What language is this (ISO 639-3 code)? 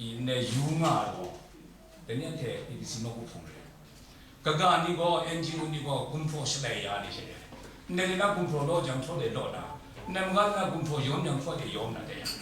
kac